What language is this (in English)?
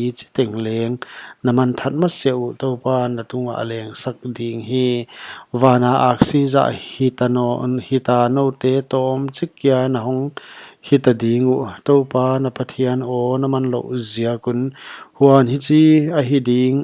Paite Chin